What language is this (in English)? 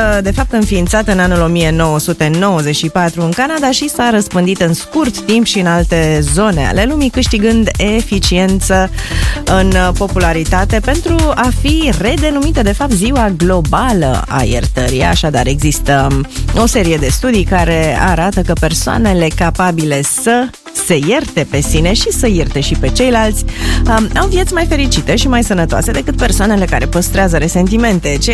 Romanian